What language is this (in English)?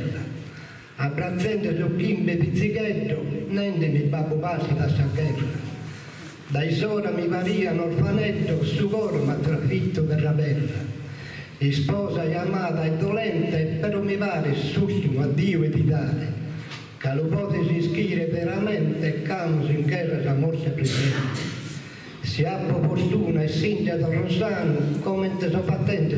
Sardinian